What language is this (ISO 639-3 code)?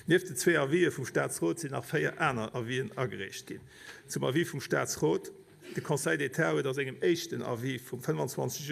ltz